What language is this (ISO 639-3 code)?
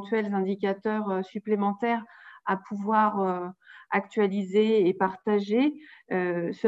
fra